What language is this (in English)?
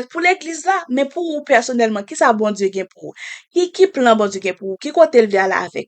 Haitian Creole